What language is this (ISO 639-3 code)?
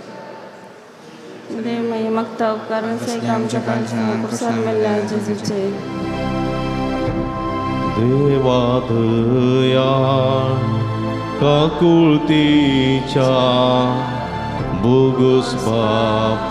kok